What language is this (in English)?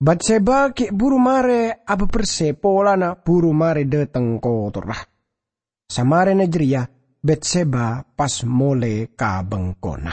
Madurese